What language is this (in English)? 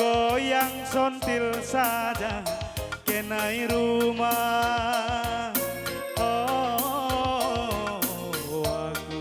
Batak Karo